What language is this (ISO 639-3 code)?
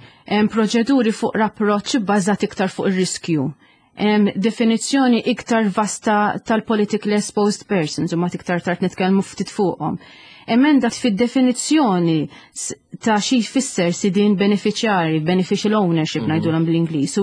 mlt